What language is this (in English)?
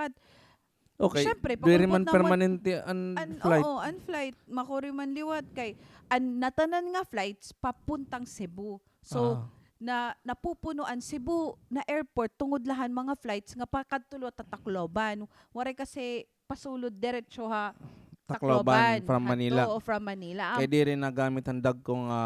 Waray